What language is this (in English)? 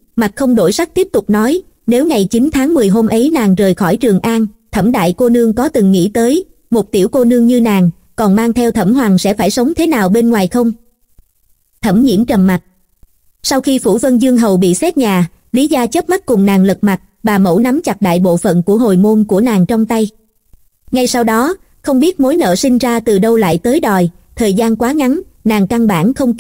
Vietnamese